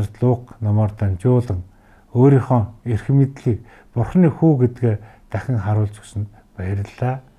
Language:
Mongolian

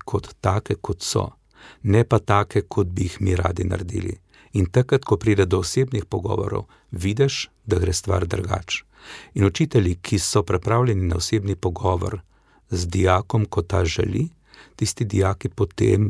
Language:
Slovenian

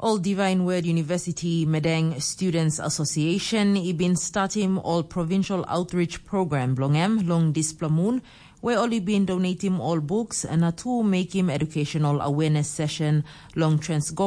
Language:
Tok Pisin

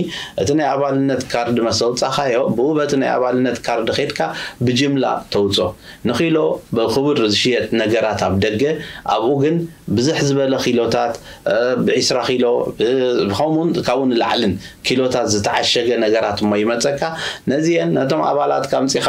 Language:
Tigrinya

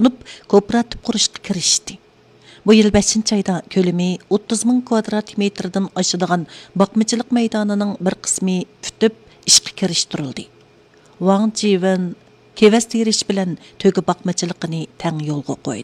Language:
Uyghur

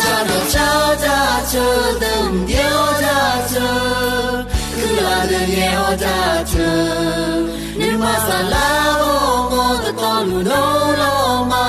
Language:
Akha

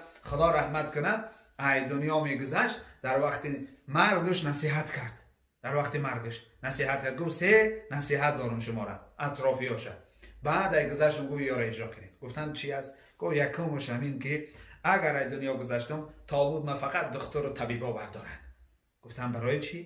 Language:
Tajik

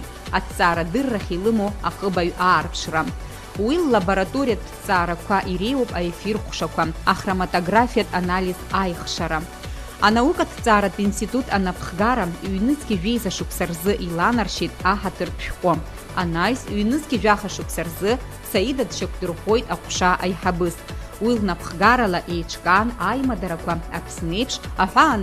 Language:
Abkhazian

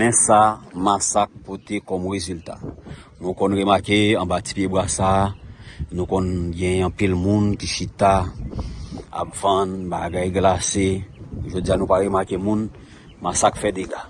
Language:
Haitian Creole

